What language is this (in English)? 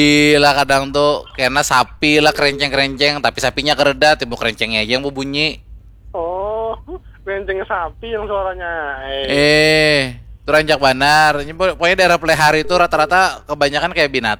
Banjar